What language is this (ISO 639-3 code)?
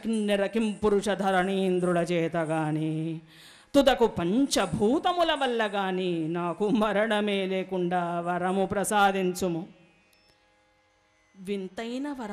tel